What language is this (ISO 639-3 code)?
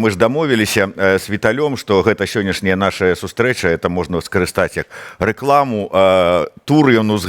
bel